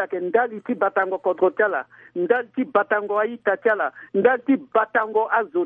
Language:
Sango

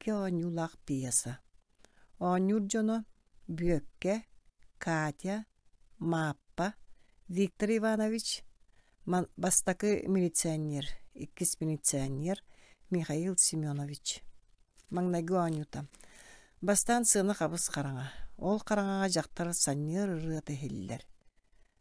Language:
Yakut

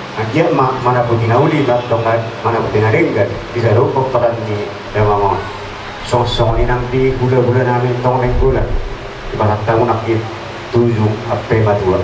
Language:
Batak Toba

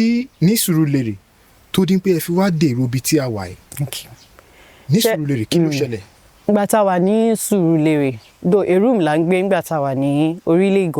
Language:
Yoruba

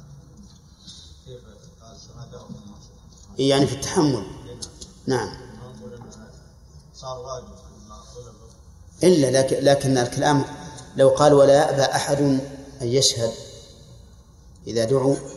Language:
Arabic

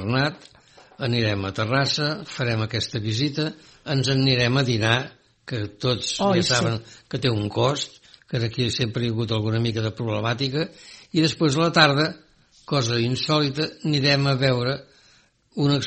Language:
Catalan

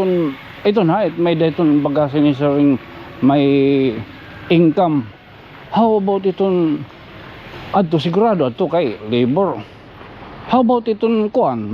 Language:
Waray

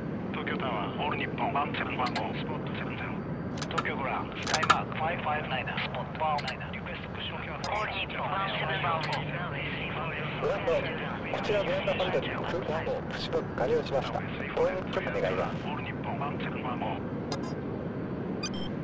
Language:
Japanese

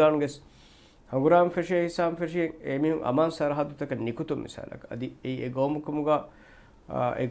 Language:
Divehi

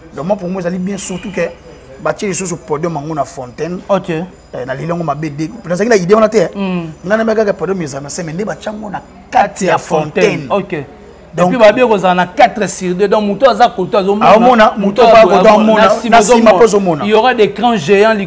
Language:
Lingala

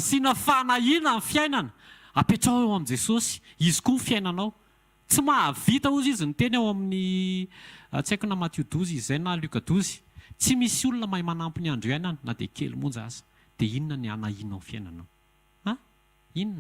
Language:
Malagasy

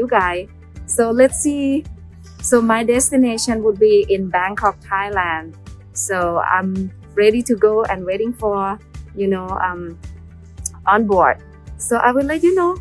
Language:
Thai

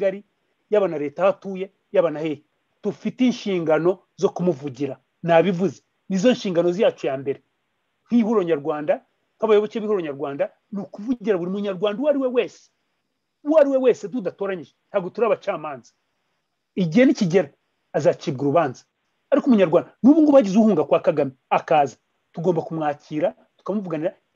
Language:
Kinyarwanda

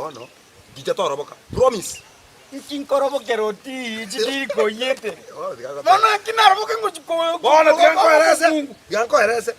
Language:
Gusii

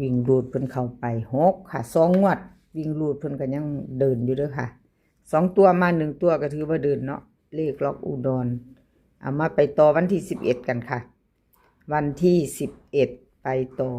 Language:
Northeastern Thai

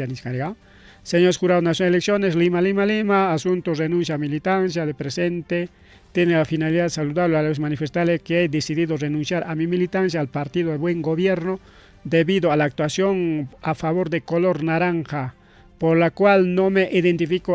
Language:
Ayacucho Quechua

